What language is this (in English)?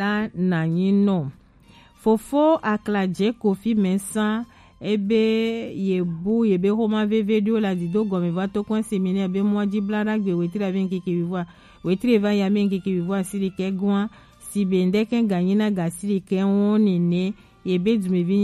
Gen